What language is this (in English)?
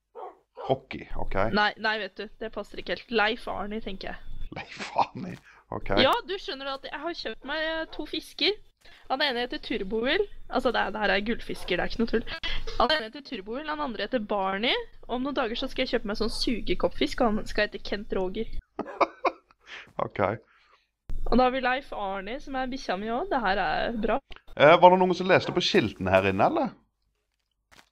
Norwegian